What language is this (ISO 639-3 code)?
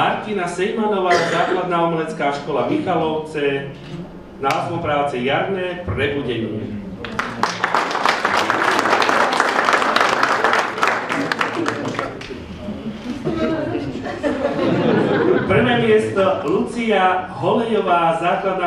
slk